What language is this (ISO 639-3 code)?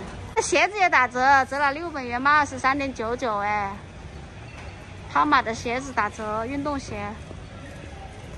zho